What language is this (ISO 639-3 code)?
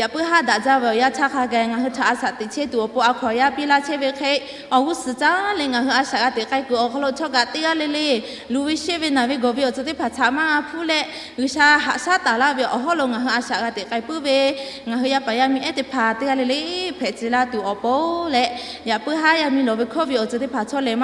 lhu